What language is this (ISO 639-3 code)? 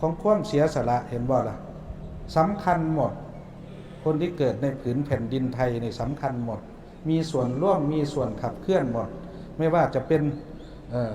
tts